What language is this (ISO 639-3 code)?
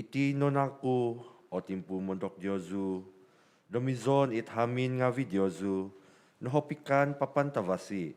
dtp